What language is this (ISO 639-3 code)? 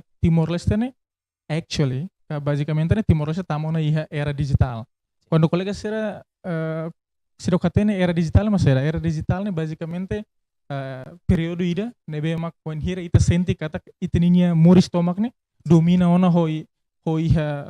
tet